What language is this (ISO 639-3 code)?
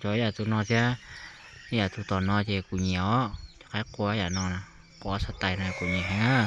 hmn